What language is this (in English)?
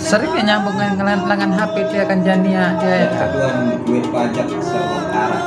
Sasak